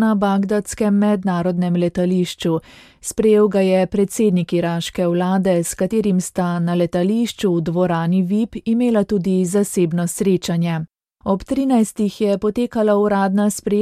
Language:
Slovenian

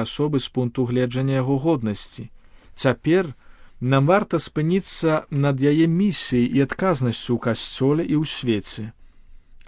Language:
Belarusian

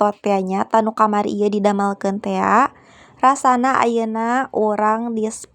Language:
Sundanese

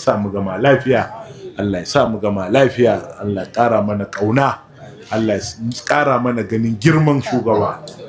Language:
Hausa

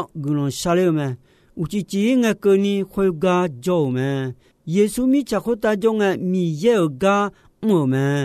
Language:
Akha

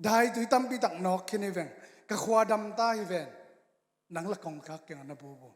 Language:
Tedim Chin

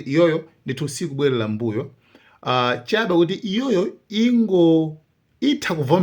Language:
Nyanja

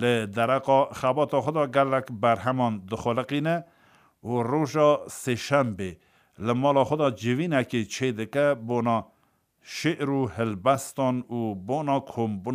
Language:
Kurdish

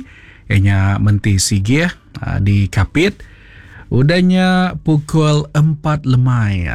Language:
Iban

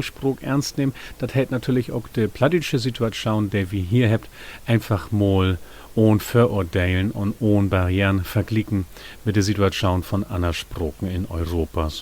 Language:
Low German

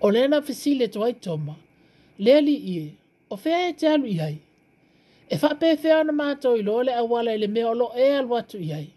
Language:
Samoan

